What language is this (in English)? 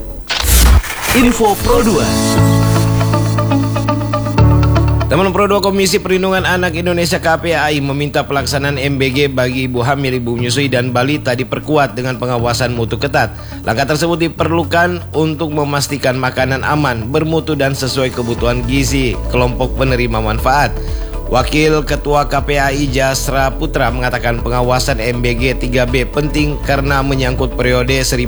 Indonesian